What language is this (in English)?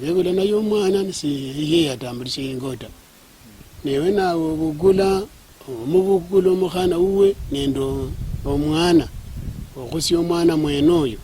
Luyia